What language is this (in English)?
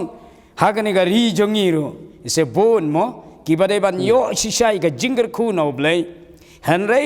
Khasi